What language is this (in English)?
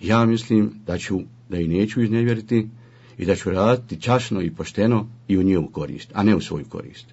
Bosnian